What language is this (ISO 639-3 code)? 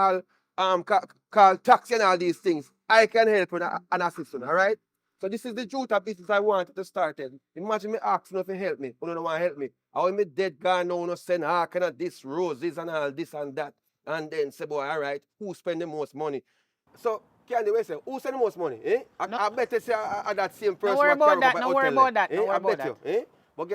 jam